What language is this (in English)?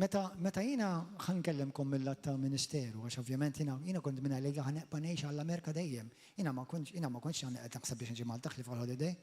Maltese